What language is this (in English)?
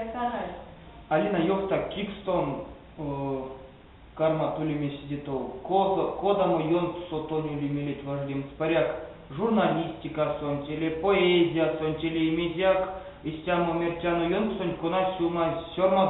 Erzya